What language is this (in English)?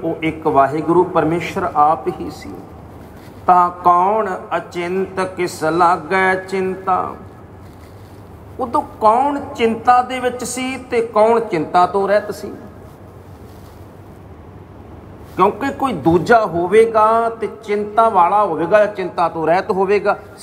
Punjabi